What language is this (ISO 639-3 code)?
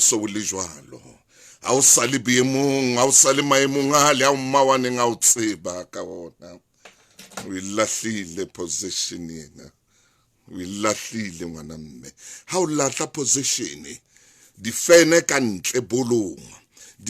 sot